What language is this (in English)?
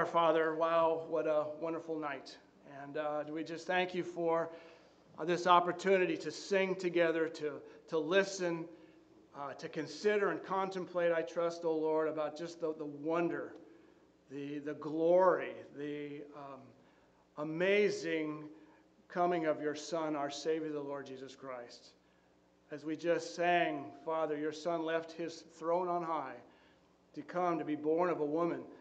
English